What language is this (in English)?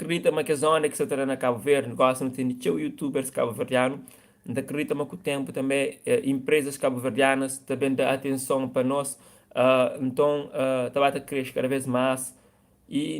Kabuverdianu